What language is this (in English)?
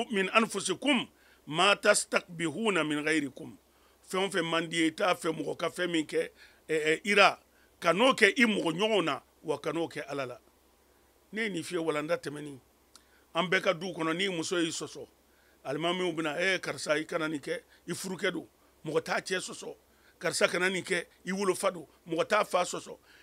Mandingo